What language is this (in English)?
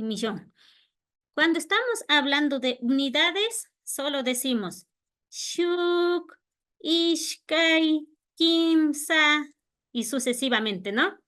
Imbabura Highland Quichua